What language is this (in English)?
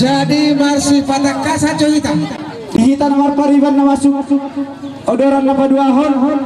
Batak Toba